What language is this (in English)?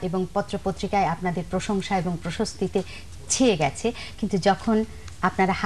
Bangla